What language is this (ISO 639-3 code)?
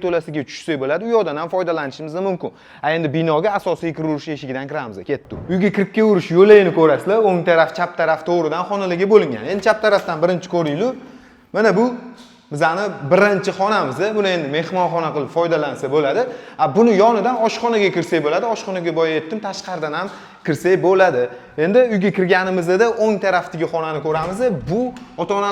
uzb